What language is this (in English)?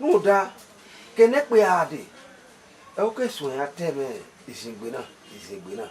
Bini